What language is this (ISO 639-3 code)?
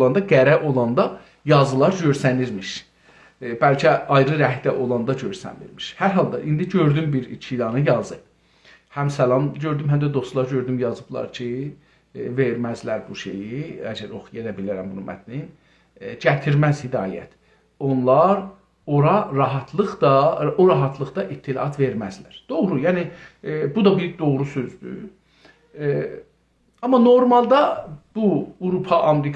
azb